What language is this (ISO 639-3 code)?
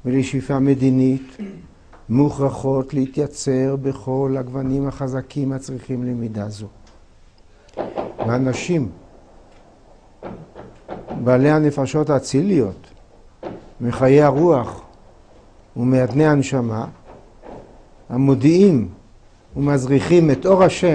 heb